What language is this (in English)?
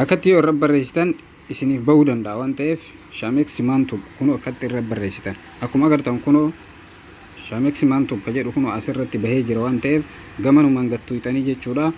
Oromo